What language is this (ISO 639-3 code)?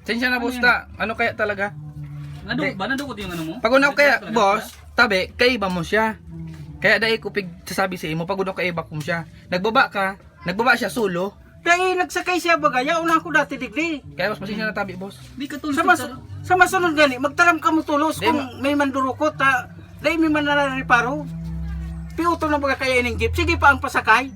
bik